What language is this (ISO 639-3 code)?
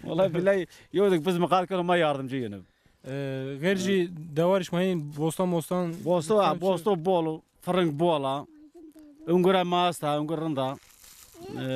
zza